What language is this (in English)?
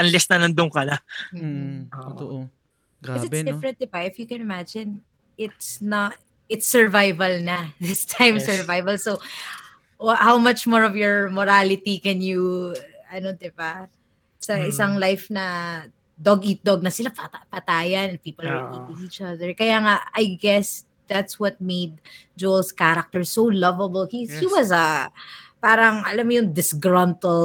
Filipino